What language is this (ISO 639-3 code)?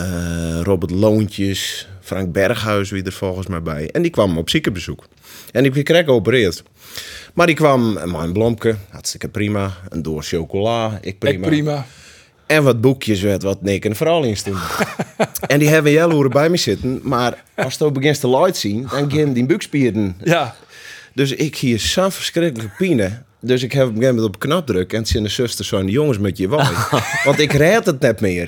fry